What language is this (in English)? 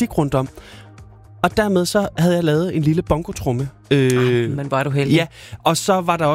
Danish